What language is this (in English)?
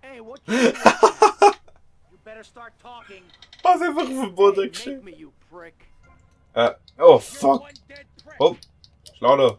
Swiss German